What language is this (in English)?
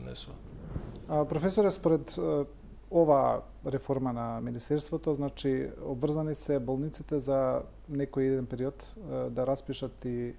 Macedonian